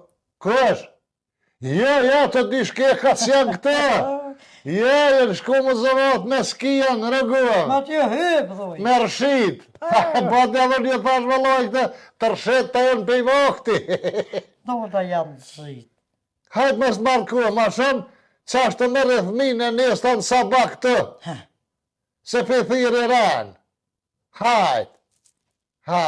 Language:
Albanian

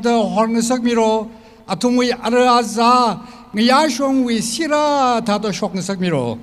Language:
Tangkhul Naga (India)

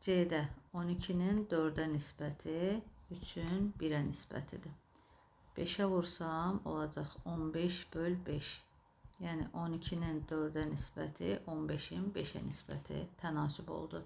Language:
Azerbaijani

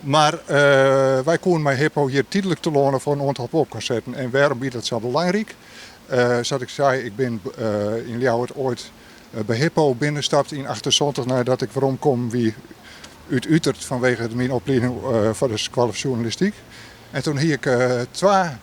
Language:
Western Frisian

